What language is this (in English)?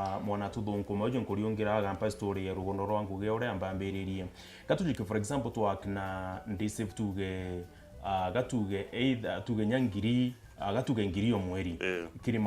Meru